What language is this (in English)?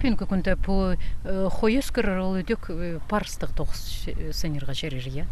Khakas